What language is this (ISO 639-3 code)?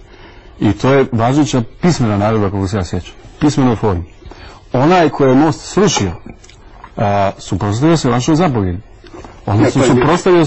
hrv